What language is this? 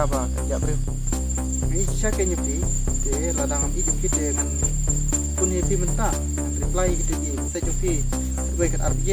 Khasi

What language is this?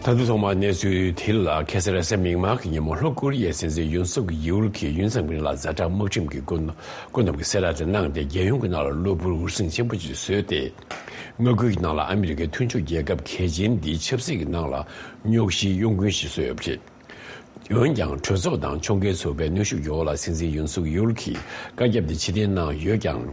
Tibetan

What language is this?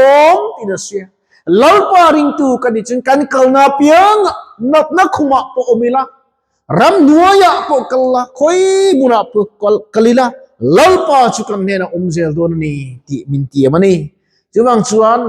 Mizo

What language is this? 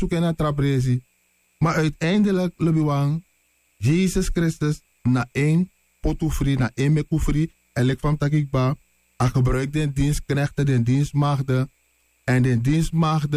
Sranan Tongo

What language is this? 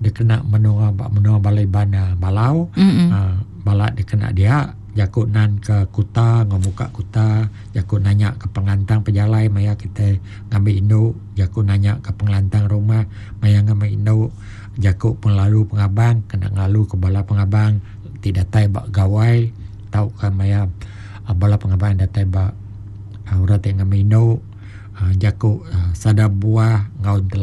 Iban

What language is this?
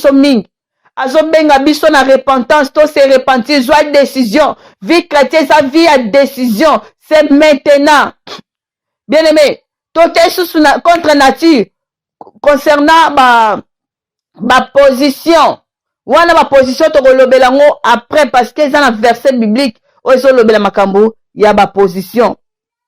Lingala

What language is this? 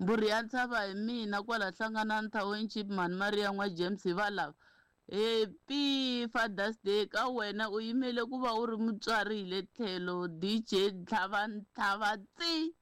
Tsonga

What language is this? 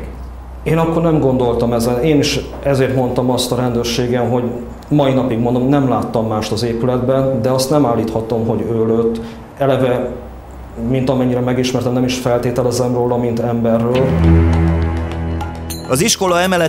Hungarian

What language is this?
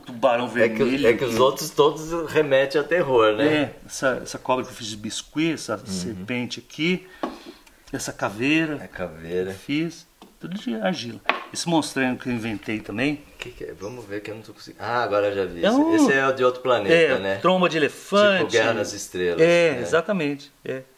Portuguese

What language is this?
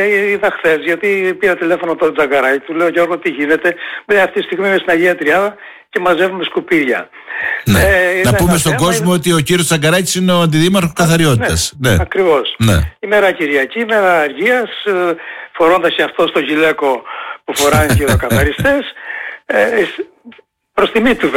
Greek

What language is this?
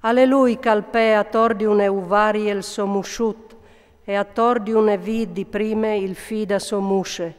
Friulian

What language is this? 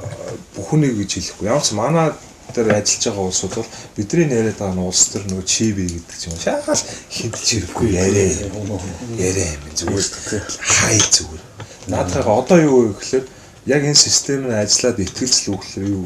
Mongolian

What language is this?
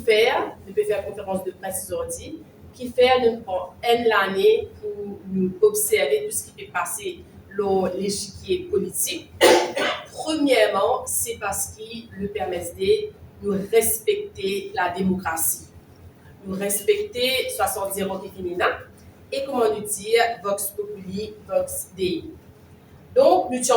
Morisyen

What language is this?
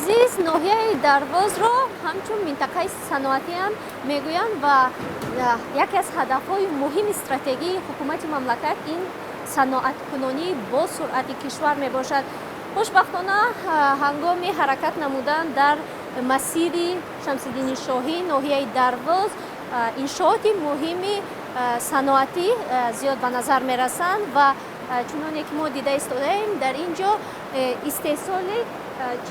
Tajik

